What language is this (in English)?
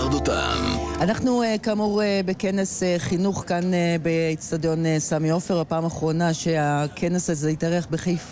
Hebrew